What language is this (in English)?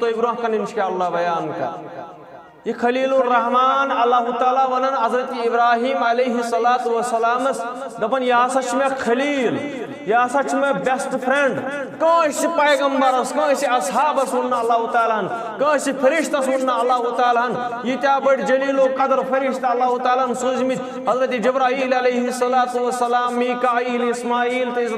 Kashmiri